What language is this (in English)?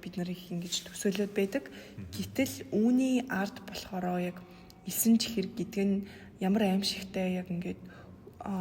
Mongolian